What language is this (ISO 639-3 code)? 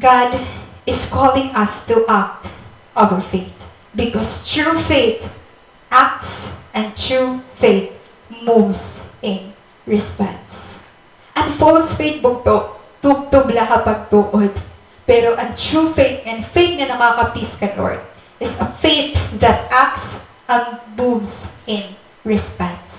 war